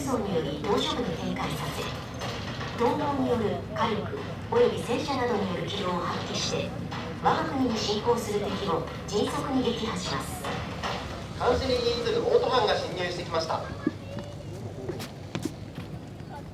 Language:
Japanese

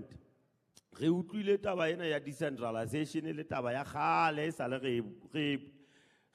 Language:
Southern Sotho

